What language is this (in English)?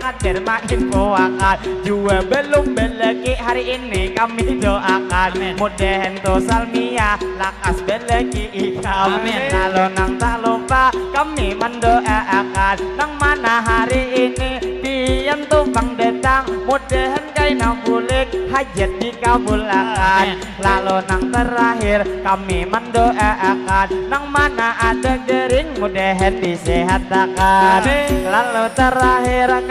Banjar